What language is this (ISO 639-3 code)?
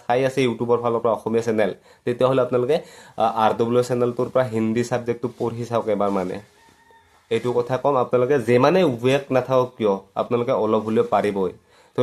asm